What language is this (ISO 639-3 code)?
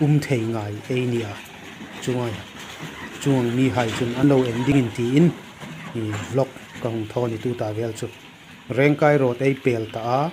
hmr